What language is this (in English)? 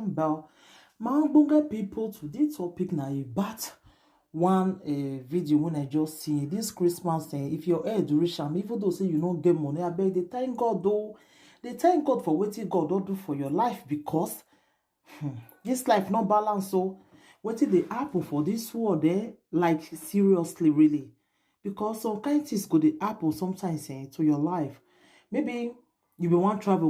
Nigerian Pidgin